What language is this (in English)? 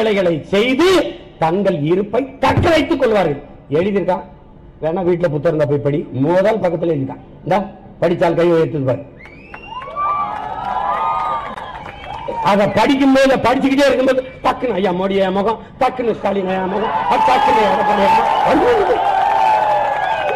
Tamil